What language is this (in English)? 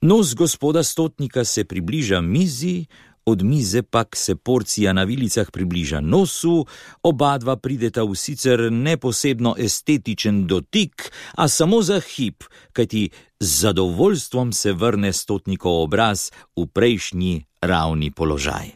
Slovenian